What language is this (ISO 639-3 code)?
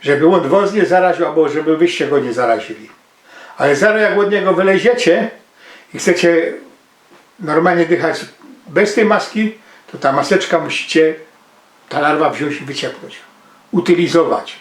szl